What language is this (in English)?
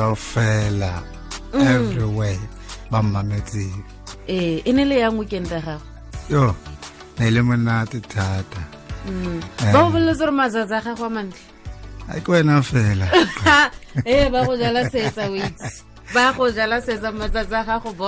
Tswana